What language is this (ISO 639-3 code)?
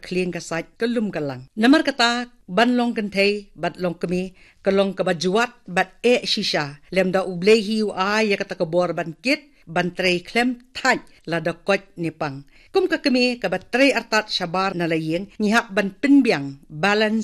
kha